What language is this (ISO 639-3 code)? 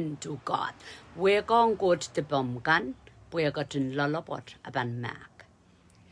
pon